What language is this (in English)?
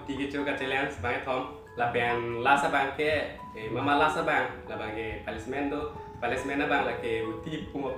Karbi